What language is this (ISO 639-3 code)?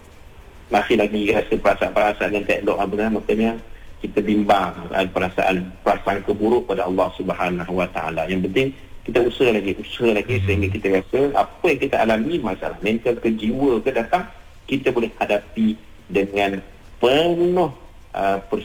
msa